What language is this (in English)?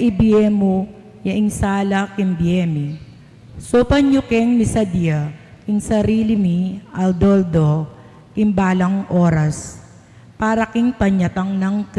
Pampanga